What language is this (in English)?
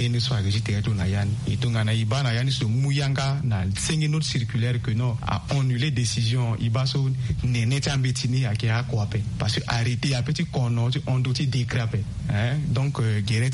Sango